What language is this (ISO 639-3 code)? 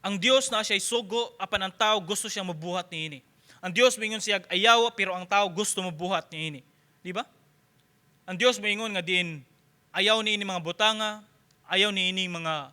ceb